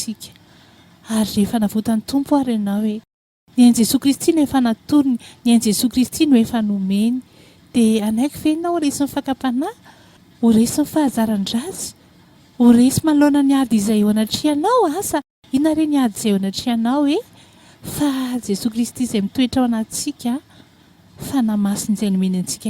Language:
Malagasy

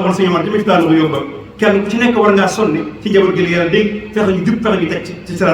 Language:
Wolof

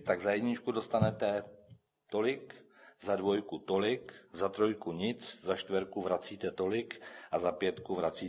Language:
Czech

